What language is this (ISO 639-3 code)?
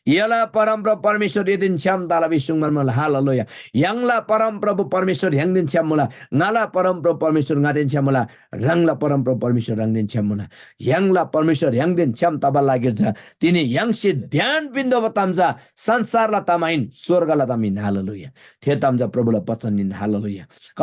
taj